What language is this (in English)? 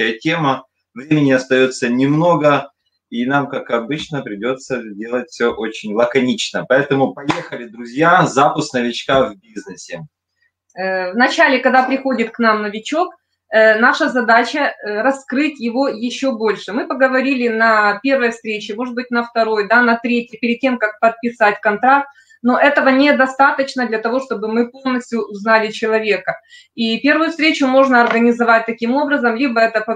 Russian